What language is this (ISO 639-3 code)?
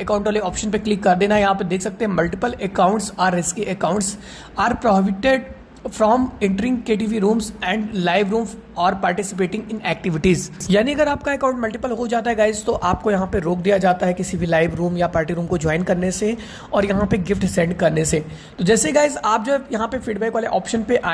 hin